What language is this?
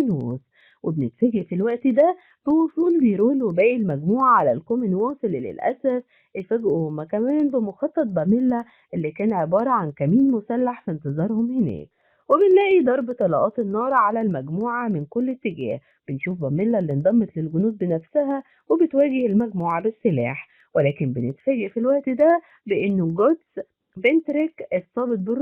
Egyptian Arabic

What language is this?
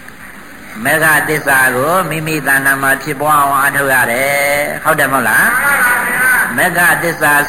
Burmese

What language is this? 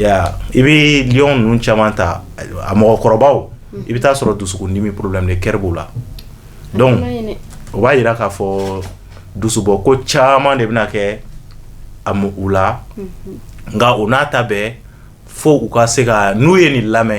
Bambara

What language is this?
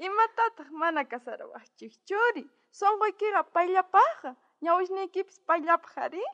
South Bolivian Quechua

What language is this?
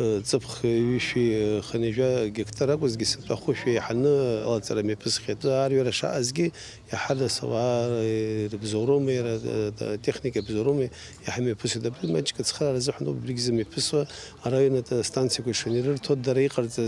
Abkhazian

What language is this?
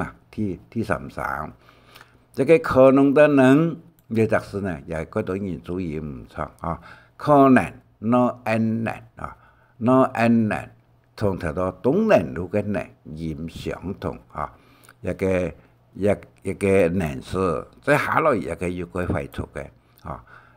Hakka Chinese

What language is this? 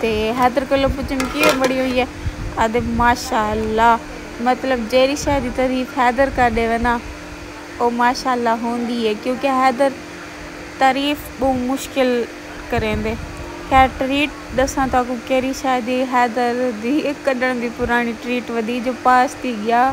Saraiki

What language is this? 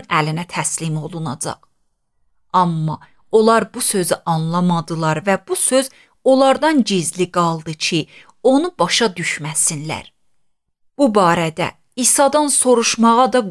Azerbaijani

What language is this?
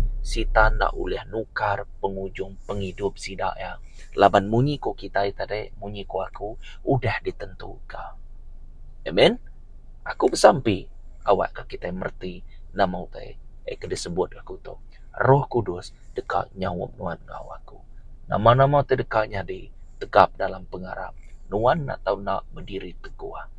Iban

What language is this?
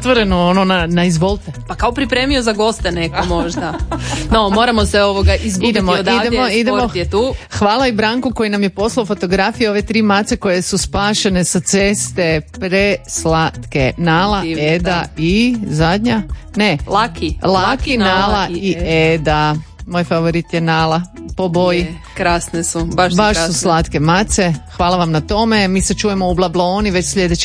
Croatian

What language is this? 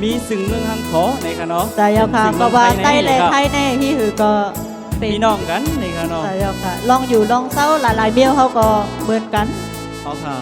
Shan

